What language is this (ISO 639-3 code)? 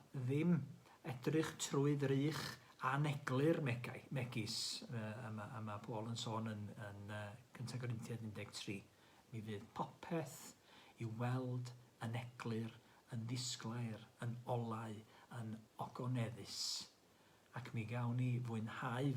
cym